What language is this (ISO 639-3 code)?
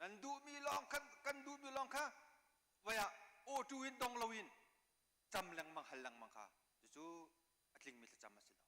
cnh